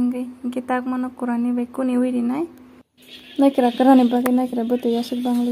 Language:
Kok Borok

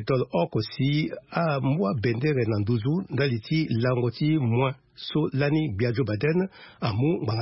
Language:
Sango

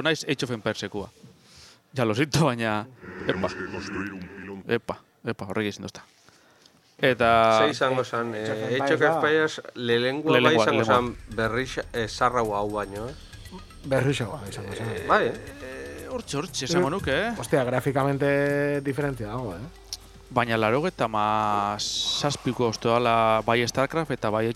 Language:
Basque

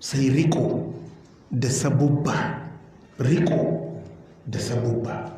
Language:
Hausa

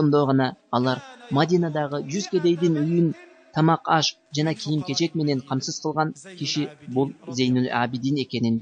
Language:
Kyrgyz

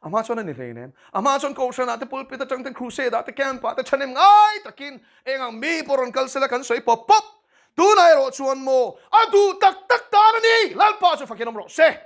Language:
Mizo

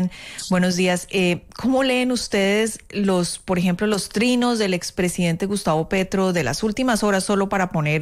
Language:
Spanish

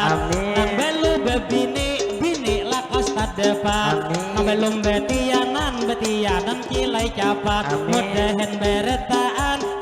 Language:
Banjar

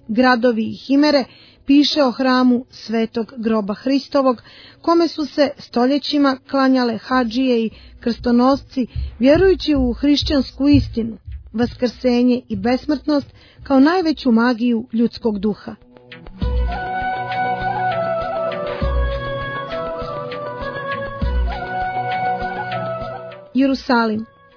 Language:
Serbian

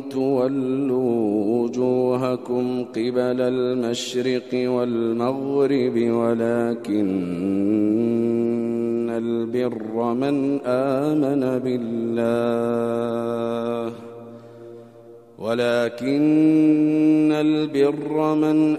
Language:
Arabic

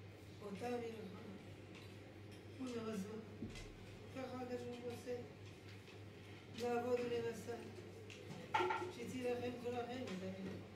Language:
Hebrew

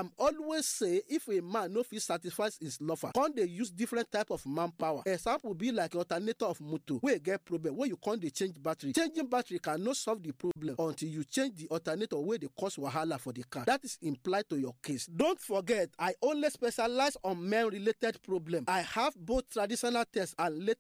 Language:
Nigerian Pidgin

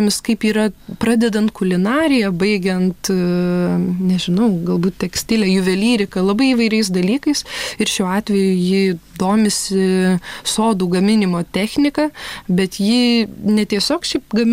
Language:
Lithuanian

